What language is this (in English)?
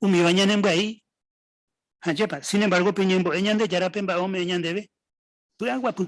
Guarani